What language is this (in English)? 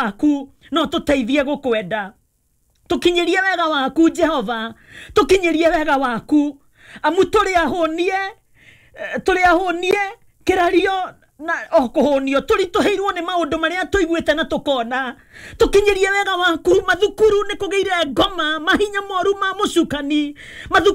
Kikuyu